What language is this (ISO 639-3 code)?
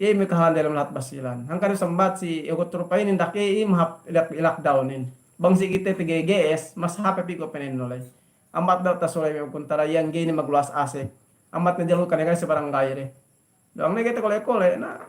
yka